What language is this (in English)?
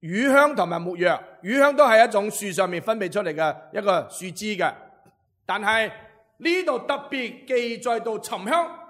Cantonese